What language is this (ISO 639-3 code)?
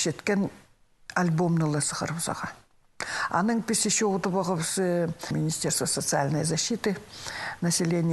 kjh